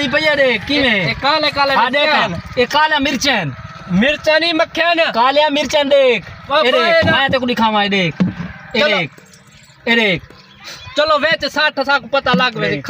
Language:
Saraiki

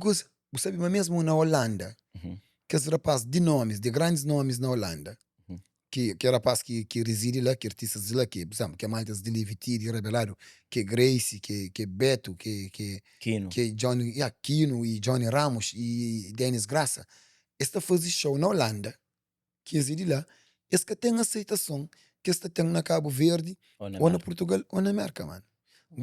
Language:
Kabuverdianu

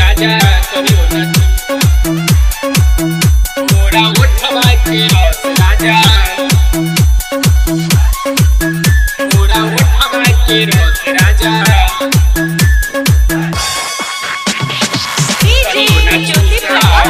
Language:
Bhojpuri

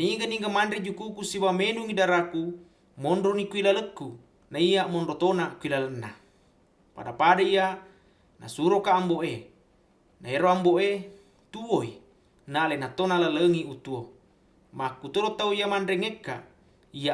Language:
Buginese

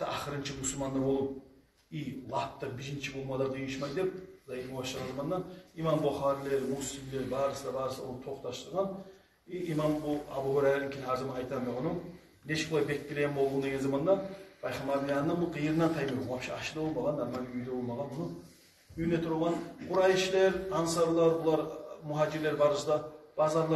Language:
Kumyk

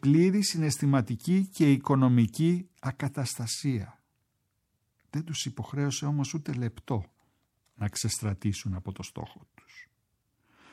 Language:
Greek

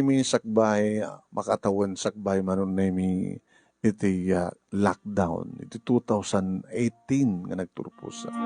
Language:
Iloko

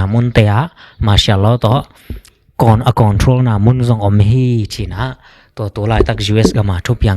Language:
Tedim Chin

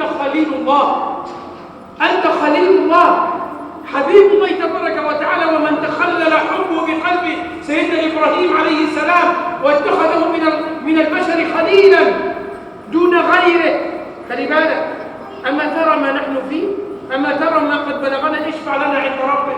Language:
Egyptian Arabic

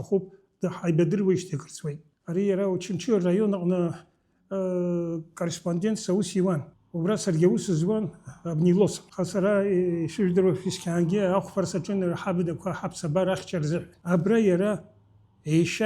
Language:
Abkhazian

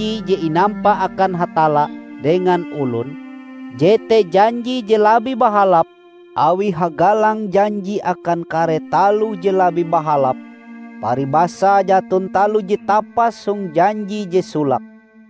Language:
Ngaju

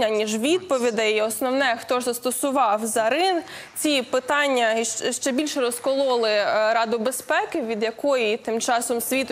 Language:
Ukrainian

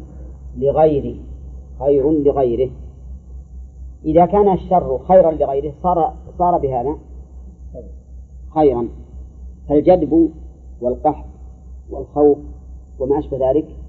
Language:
Arabic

